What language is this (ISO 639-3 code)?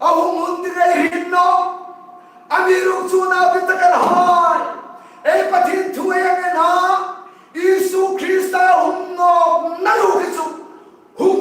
hmr